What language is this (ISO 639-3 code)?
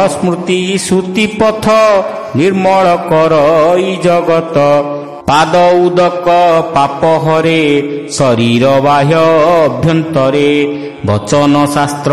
ori